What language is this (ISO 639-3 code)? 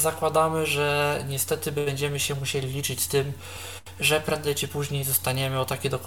pol